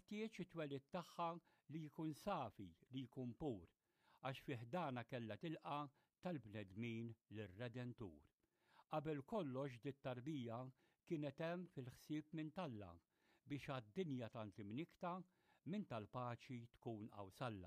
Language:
Maltese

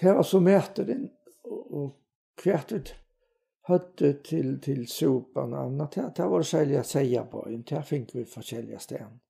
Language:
Faroese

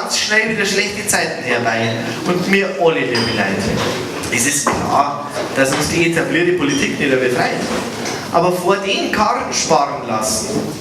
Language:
Bavarian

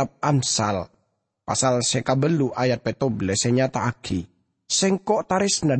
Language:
Madurese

